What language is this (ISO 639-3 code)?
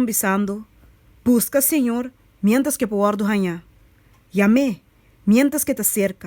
pap